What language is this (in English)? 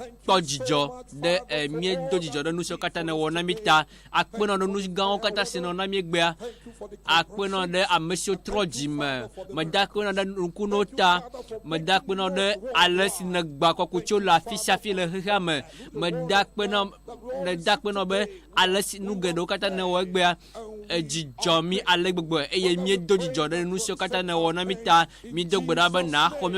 Ewe